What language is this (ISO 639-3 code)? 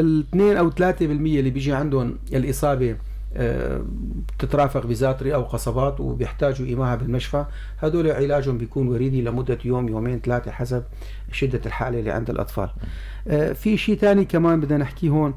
apc